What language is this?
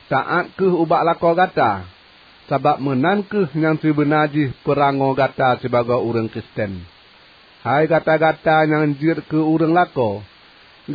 Achinese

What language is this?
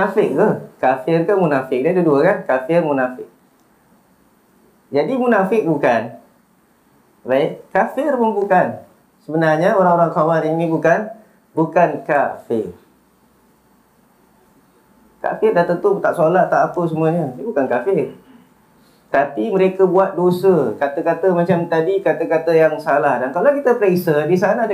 Malay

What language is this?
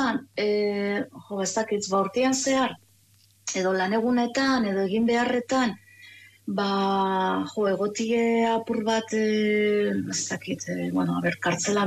Basque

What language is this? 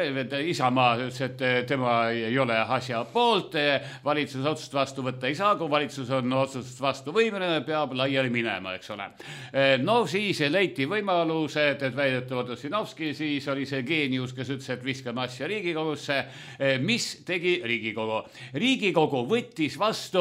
Estonian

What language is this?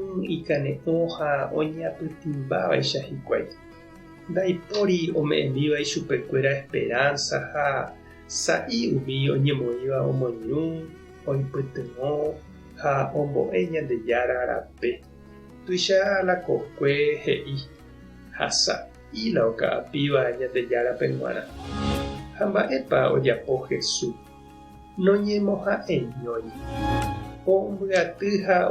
Guarani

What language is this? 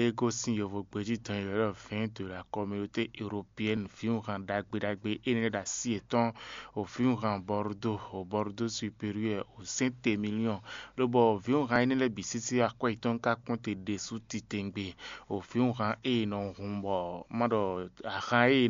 Fon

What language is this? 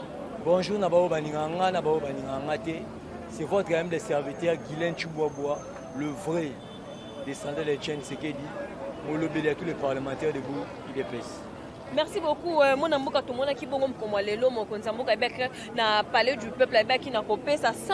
Lingala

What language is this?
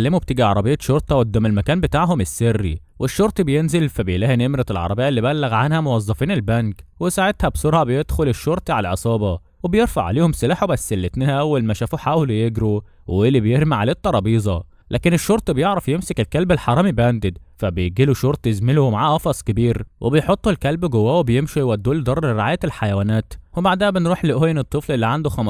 Egyptian Arabic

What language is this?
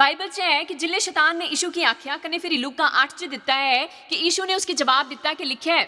Dogri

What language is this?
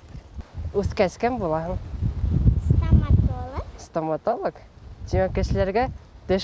Bashkir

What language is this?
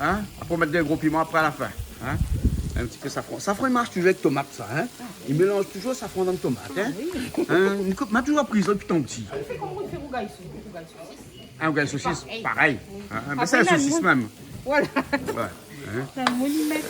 Réunion Creole French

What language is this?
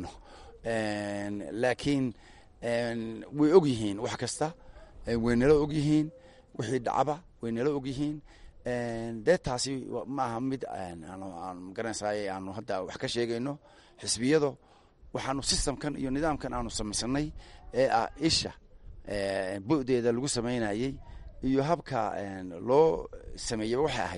Somali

